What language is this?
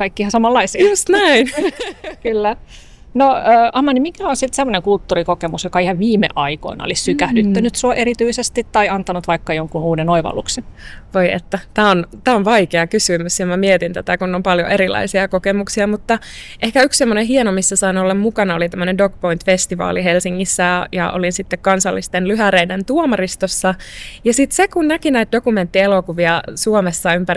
Finnish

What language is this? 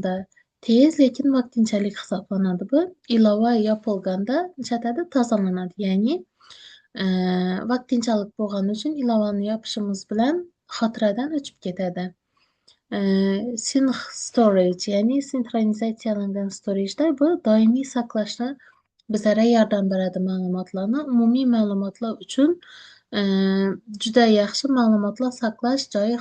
Uzbek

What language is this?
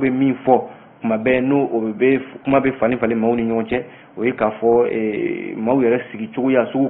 Bambara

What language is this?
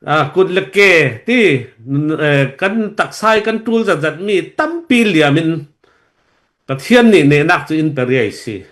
Falam Chin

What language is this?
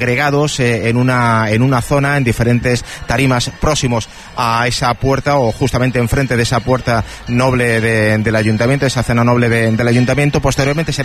Spanish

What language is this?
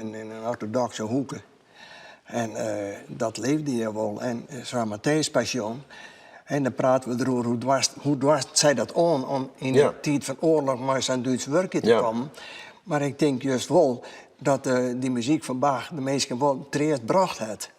Western Frisian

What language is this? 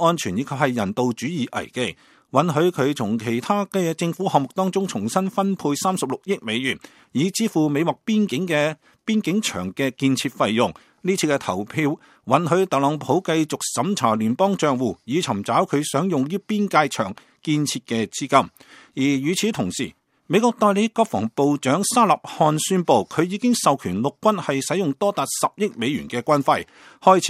Cantonese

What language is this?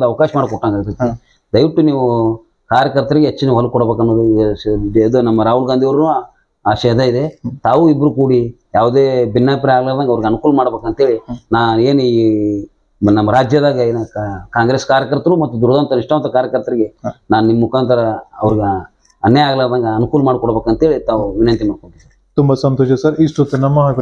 Kannada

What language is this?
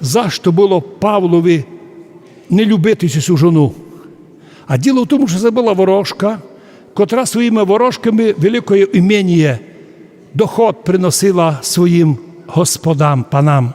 Rusyn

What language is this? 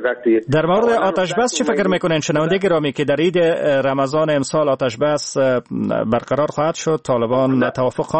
Persian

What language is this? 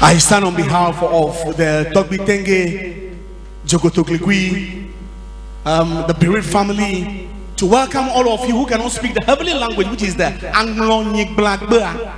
Ewe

